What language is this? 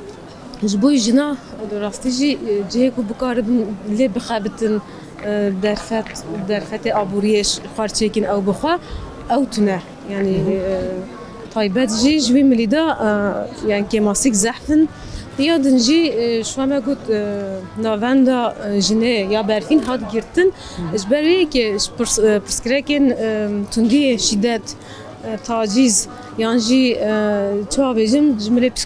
Kurdish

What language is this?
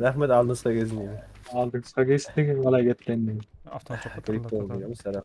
Kara-Kalpak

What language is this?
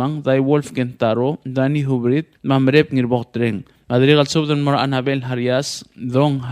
Palauan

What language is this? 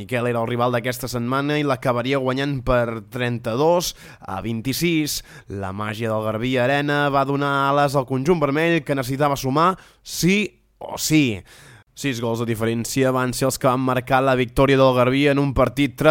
Catalan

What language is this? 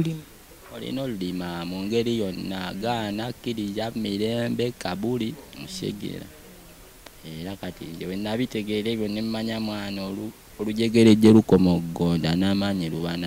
Ganda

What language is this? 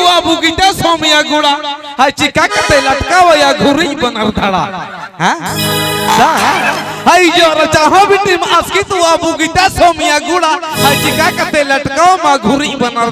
Santali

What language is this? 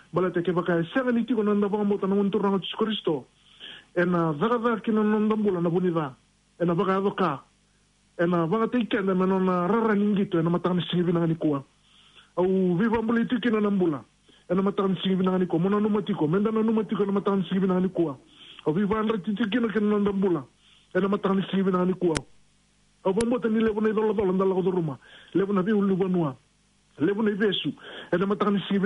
Fijian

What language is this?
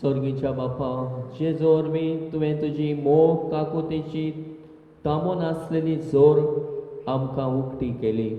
Konkani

